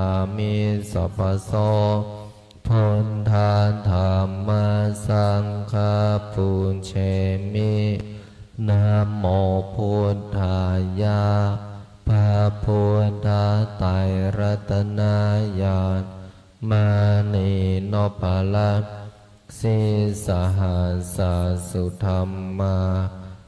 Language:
Pali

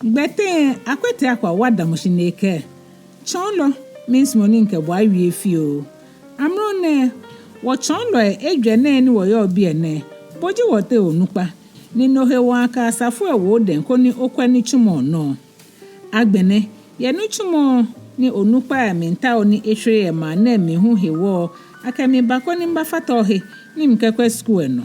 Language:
Ga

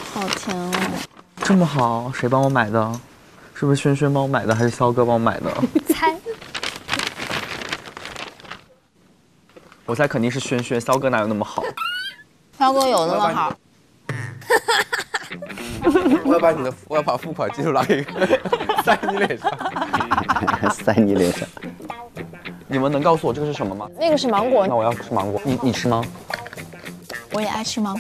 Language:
Chinese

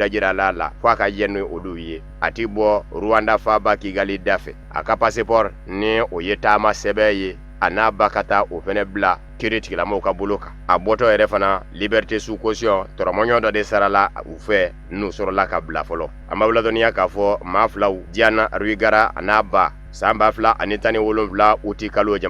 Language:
Bambara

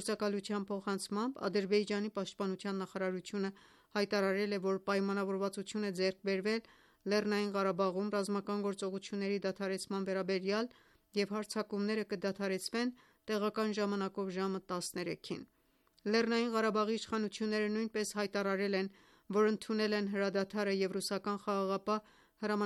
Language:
Armenian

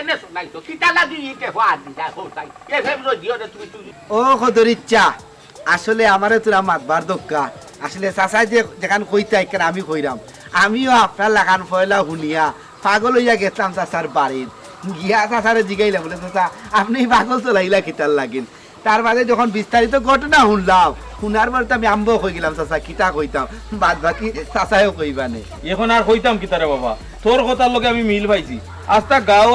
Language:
Sylheti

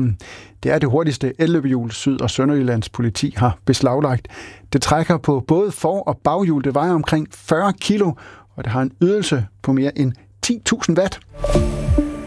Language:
Danish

